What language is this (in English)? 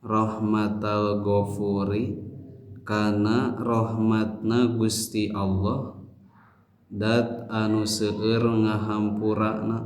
Sundanese